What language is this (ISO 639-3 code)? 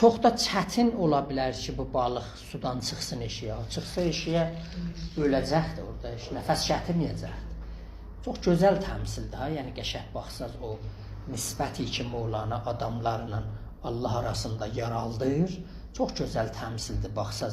azb